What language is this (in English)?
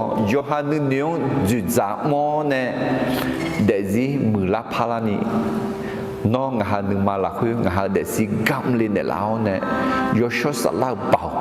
Akha